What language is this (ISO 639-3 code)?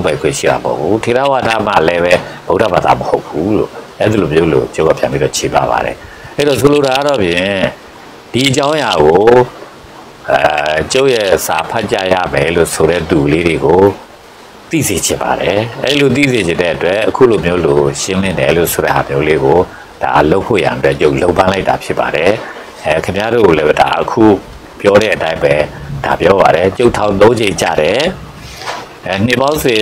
mya